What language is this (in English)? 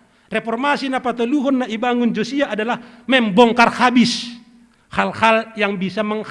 Batak Simalungun